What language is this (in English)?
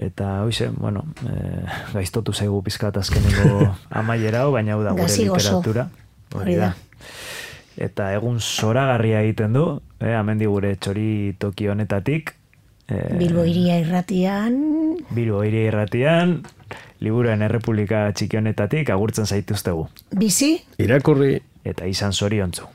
Basque